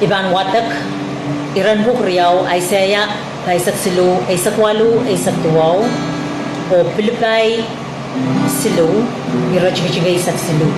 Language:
Pohnpeian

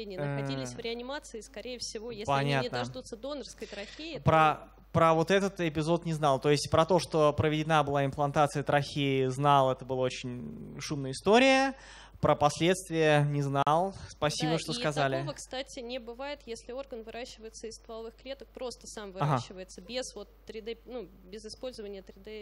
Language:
Russian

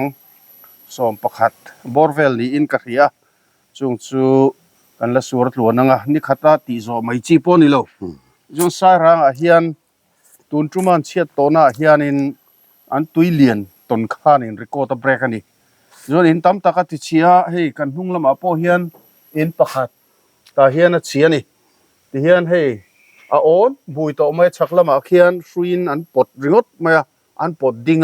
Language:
Mizo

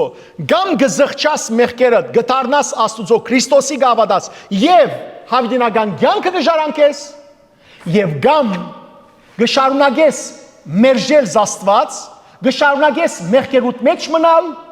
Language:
Western Armenian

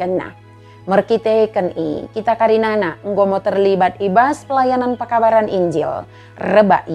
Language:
Batak Dairi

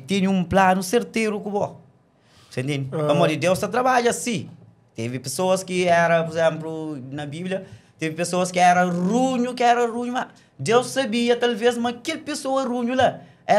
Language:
Kabuverdianu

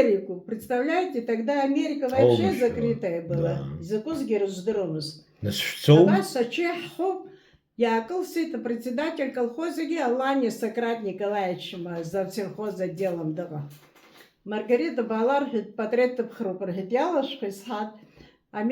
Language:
Abkhazian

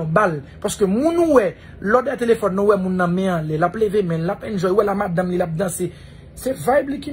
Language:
Haitian Creole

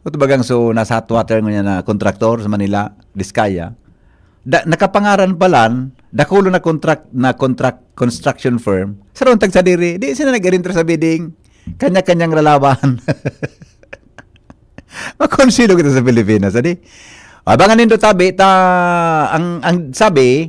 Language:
Bikol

